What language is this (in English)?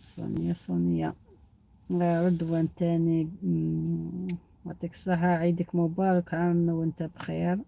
Algerian Arabic